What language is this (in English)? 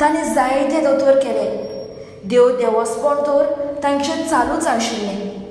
Konkani